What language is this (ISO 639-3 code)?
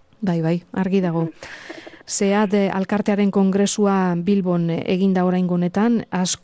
eus